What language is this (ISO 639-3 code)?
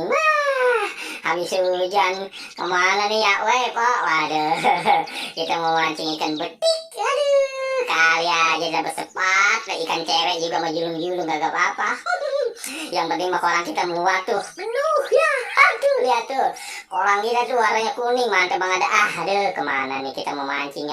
bew